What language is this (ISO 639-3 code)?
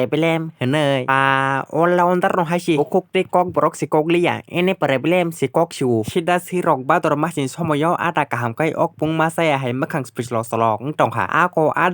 trp